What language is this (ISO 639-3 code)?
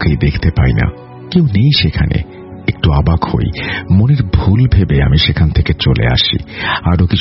ben